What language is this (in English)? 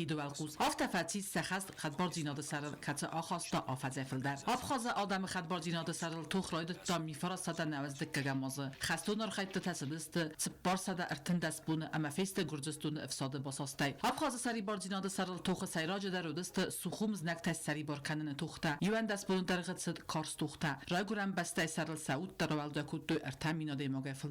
Ossetic